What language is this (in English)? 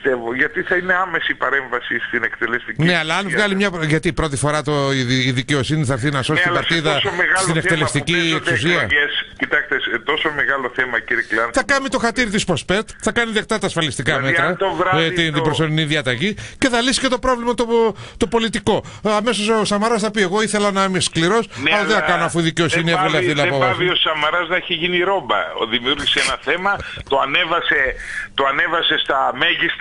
Greek